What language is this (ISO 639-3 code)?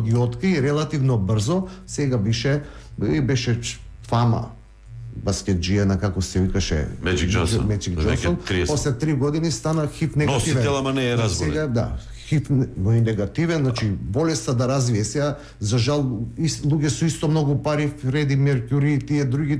mkd